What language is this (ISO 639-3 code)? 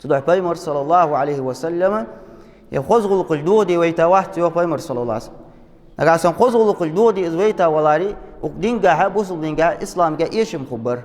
inh